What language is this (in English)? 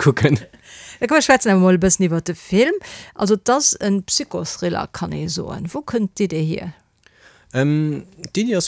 Luxembourgish